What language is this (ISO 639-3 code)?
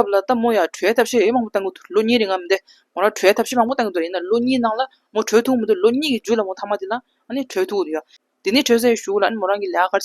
bod